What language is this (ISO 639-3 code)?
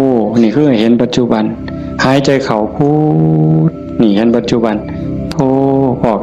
tts